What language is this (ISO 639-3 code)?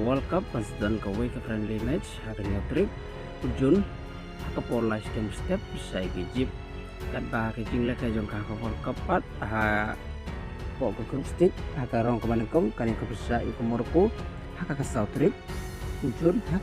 kha